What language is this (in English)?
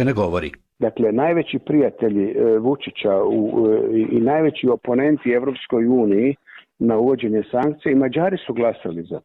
Serbian